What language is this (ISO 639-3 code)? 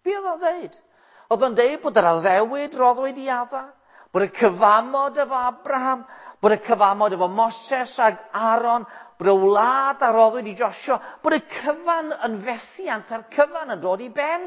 cym